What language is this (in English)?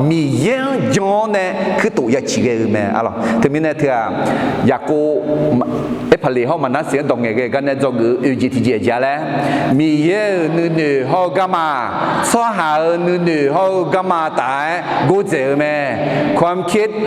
Akha